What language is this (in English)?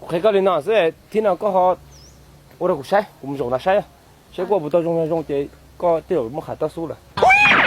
Hmong